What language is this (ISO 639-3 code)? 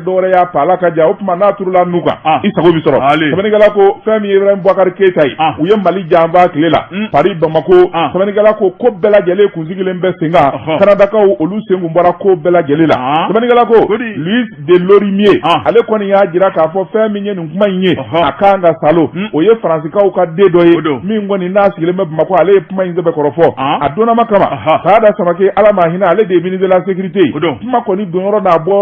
bam